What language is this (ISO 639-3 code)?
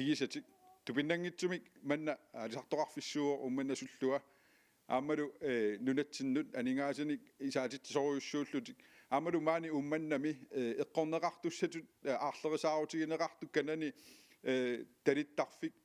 kal